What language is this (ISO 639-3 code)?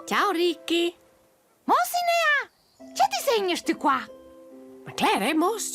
roh